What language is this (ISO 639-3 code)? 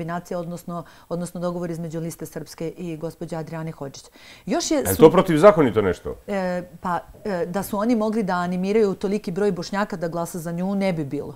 srp